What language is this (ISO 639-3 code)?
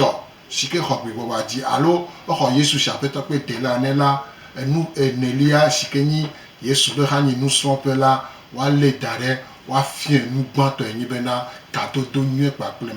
gej